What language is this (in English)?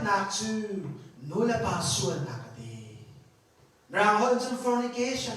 Hakha Chin